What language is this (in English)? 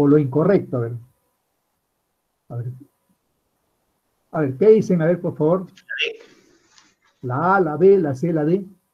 Spanish